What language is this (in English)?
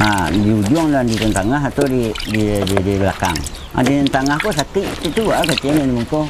Minangkabau